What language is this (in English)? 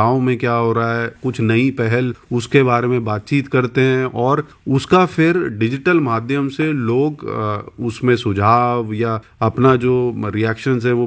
Hindi